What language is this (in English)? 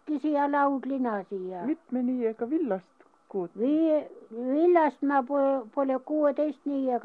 Estonian